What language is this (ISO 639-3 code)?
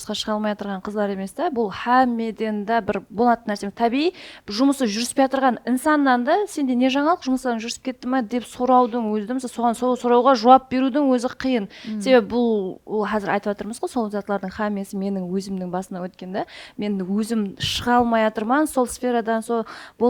kaa